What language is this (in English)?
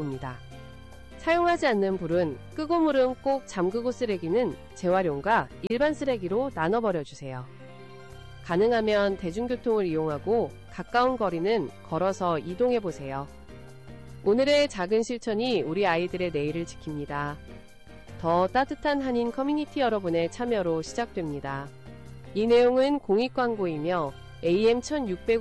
Korean